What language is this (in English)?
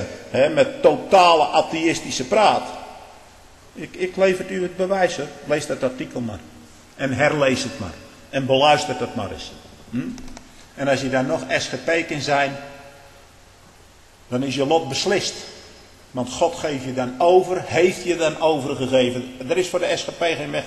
Dutch